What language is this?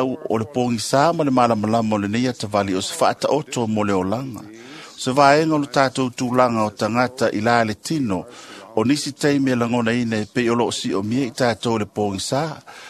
Samoan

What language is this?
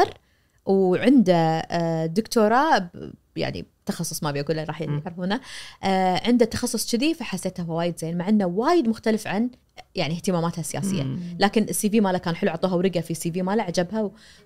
Najdi Arabic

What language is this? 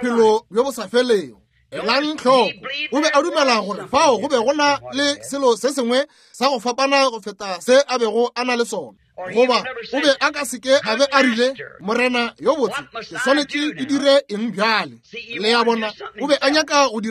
Northern Sotho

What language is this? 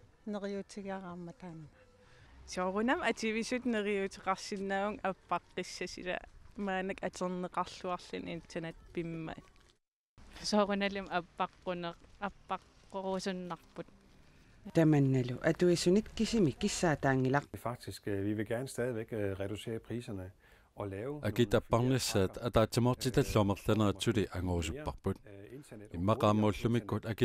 Kalaallisut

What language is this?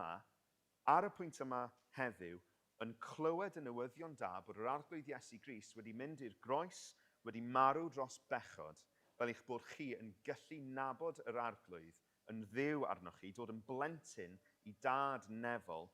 Welsh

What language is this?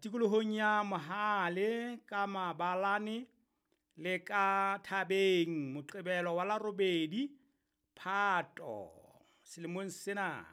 Southern Sotho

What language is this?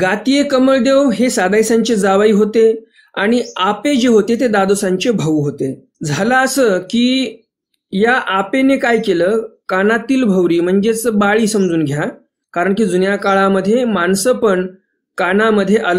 Marathi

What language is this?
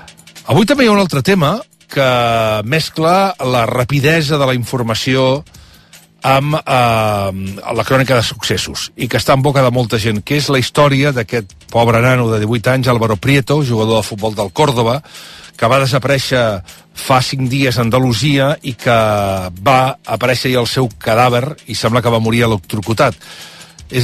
Catalan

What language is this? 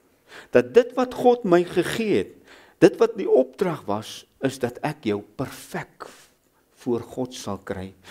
Afrikaans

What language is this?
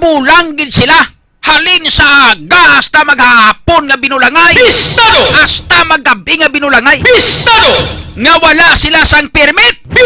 Hiligaynon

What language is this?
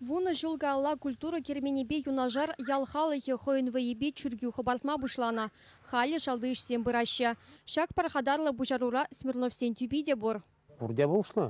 Chuvash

